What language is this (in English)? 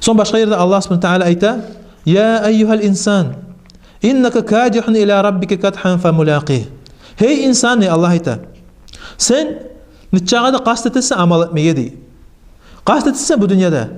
Kumyk